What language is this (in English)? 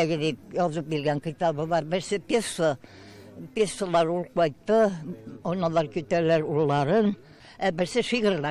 Tatar